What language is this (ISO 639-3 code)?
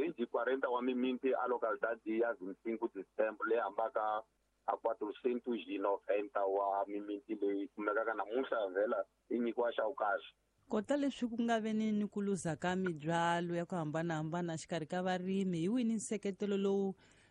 tso